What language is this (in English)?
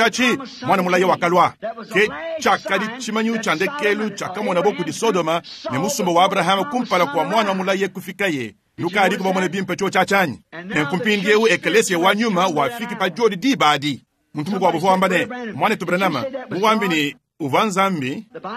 Luba-Lulua